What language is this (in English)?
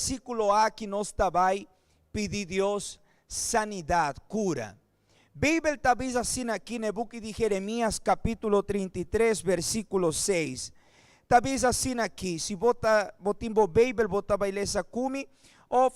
Papiamento